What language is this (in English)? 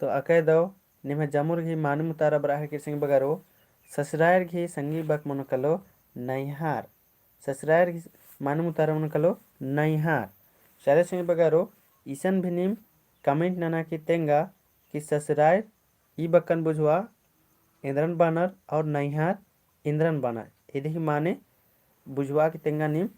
Kurukh